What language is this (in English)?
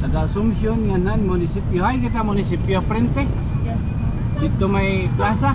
Waray